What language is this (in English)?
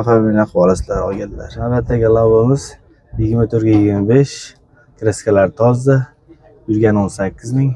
Uzbek